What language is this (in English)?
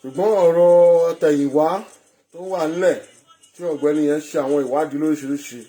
Yoruba